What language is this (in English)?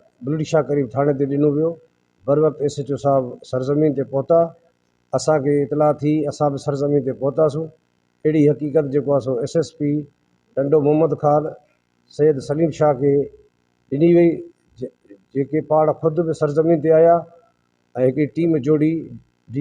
Sindhi